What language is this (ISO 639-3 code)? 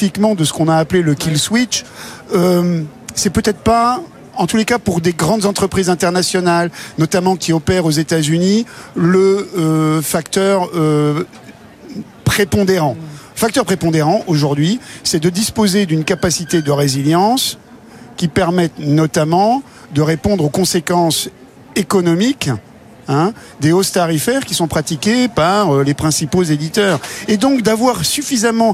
fra